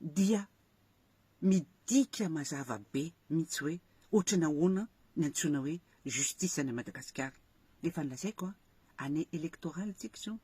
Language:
Malagasy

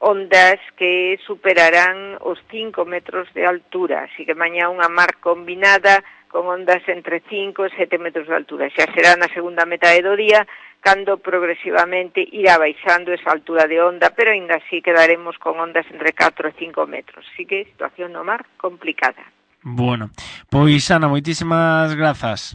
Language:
Galician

